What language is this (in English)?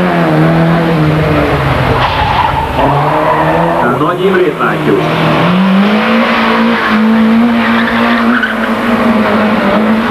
Hungarian